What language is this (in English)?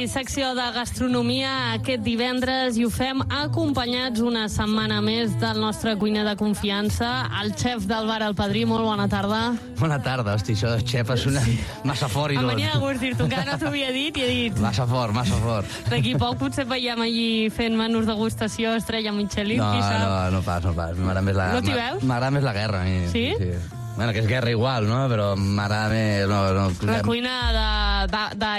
Catalan